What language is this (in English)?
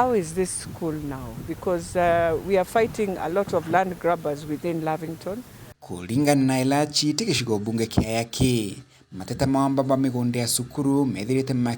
Meru